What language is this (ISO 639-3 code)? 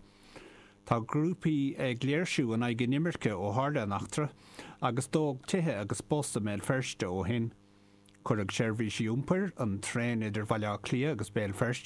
gle